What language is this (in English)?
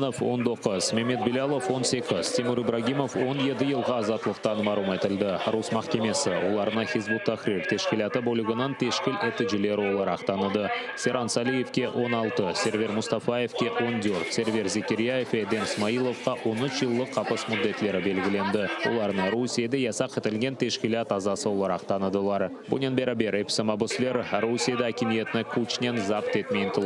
Crimean Tatar